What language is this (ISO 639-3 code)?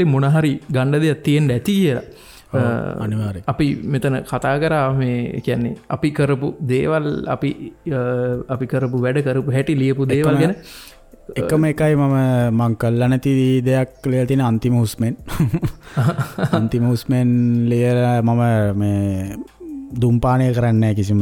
sin